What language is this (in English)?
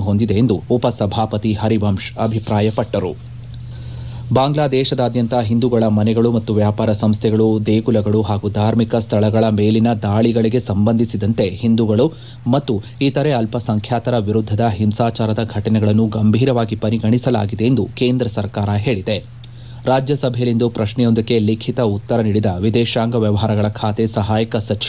Kannada